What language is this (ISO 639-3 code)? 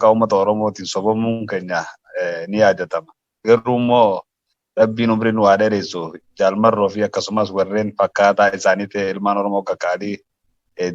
orm